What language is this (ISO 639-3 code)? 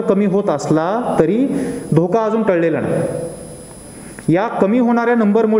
mar